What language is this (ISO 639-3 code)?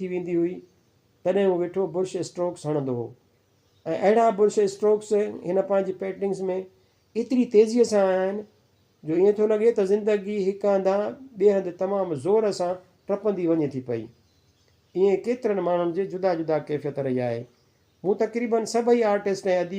snd